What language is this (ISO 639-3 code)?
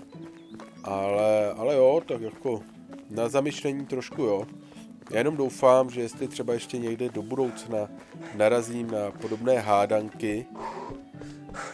ces